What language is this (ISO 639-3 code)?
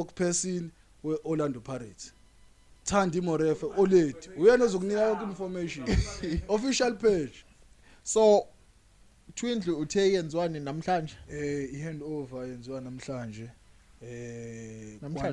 zul